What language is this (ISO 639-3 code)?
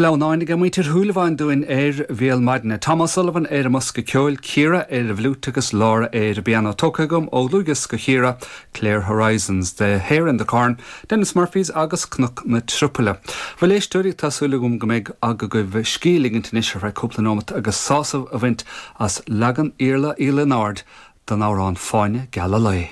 gle